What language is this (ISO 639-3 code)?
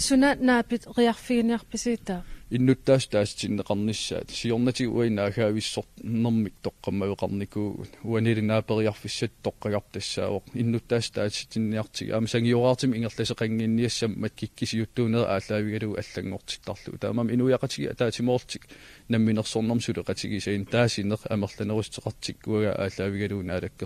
kal